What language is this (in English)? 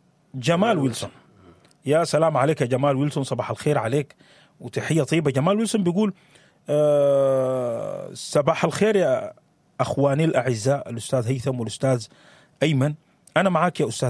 Sudanese Arabic